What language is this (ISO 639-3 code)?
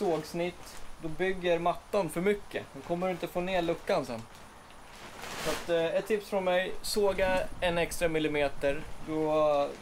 swe